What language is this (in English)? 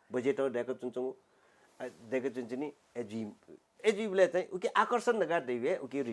Newari